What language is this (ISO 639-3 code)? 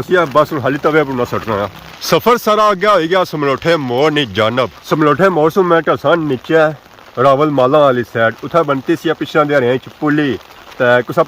phr